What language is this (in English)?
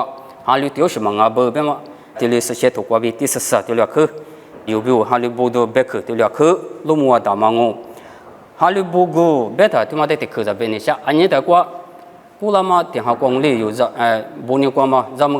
Lisu